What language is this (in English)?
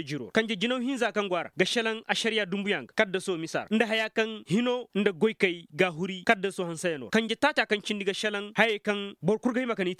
Koyraboro Senni